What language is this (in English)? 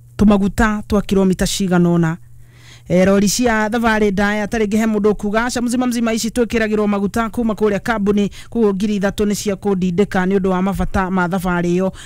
Kikuyu